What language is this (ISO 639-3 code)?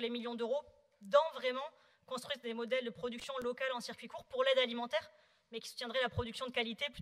fra